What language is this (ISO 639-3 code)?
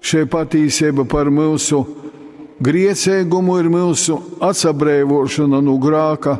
ltg